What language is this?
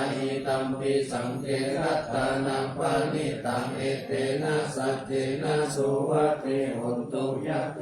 Pali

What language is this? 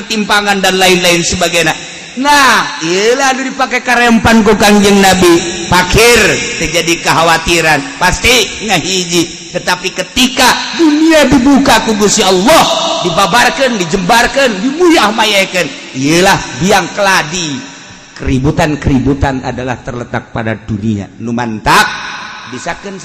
Sundanese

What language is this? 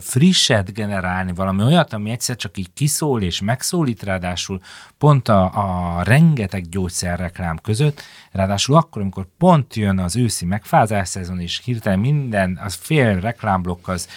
Hungarian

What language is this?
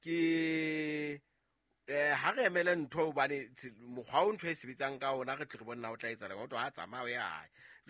Southern Sotho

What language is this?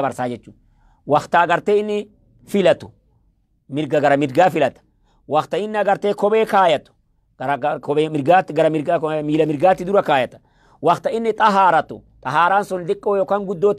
Oromo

